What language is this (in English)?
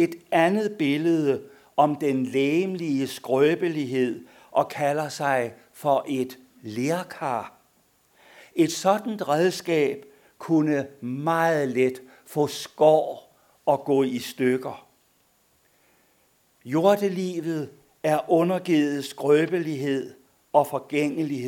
Danish